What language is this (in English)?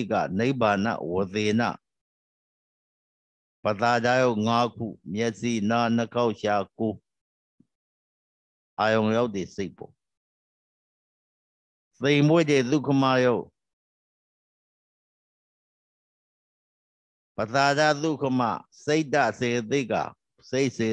Burmese